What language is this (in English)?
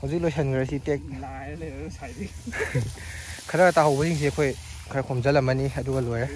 Manipuri